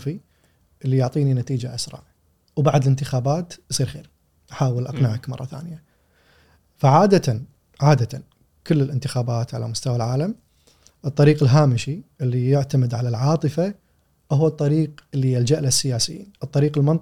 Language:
Gulf Arabic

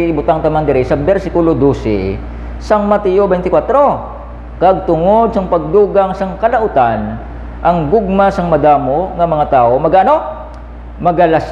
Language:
Hiligaynon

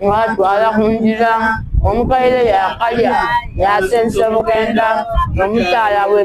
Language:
Soga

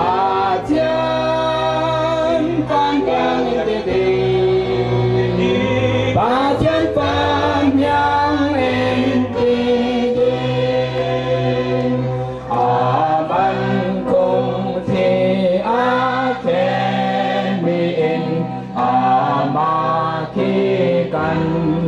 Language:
Falam Chin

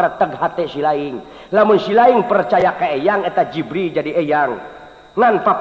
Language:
Sundanese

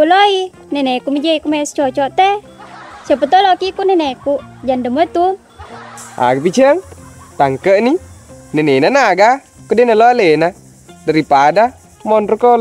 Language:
Buginese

